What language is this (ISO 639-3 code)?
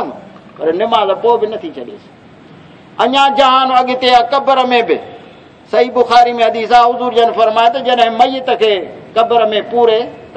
skr